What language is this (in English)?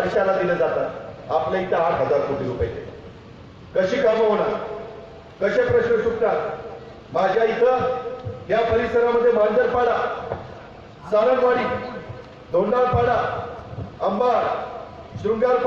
Marathi